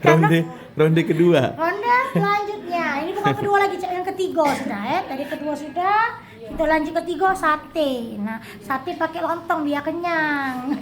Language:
Musi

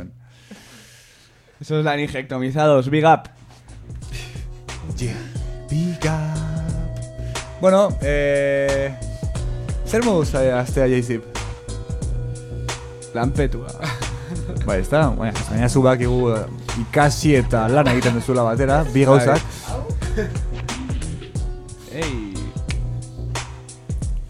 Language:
Basque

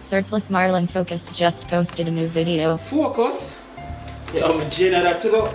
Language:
Jamaican Creole English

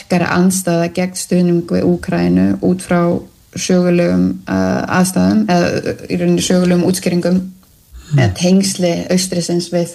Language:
Icelandic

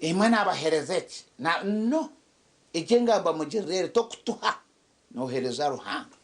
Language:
Nyankole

